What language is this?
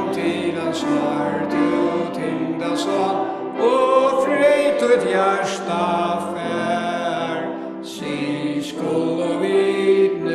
Faroese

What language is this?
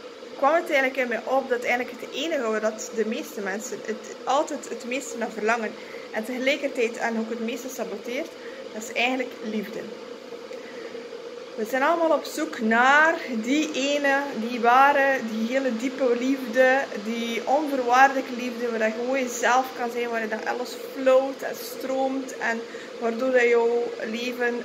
Dutch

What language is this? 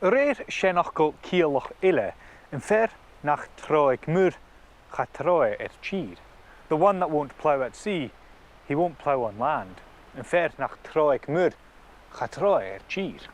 Scottish Gaelic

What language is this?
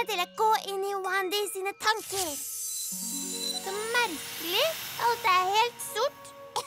Norwegian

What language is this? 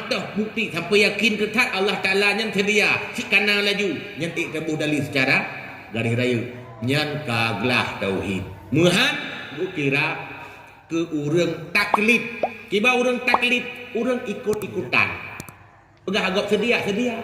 Achinese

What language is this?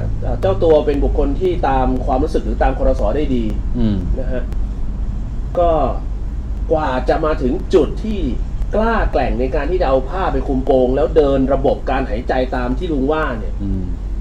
Thai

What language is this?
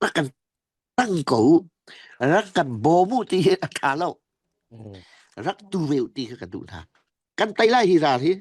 Falam Chin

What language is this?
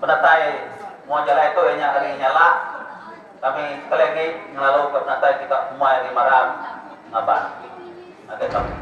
Iban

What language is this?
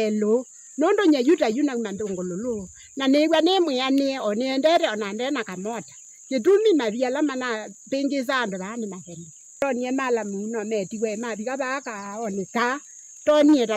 Kamba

